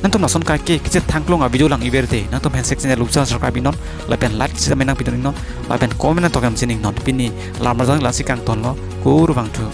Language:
Karbi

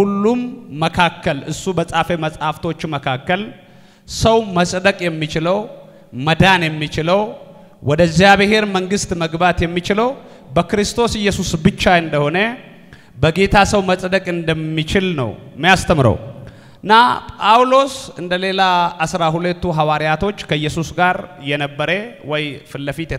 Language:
Amharic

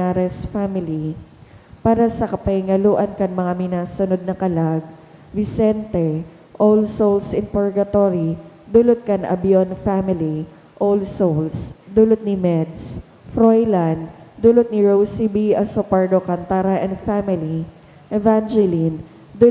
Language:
Bikol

